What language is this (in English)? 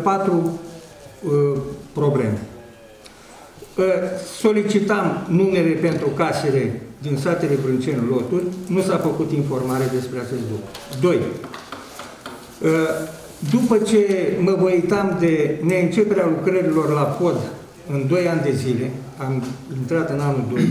Romanian